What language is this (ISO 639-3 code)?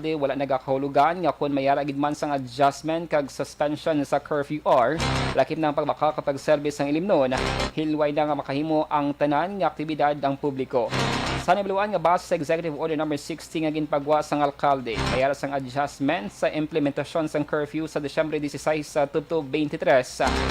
hil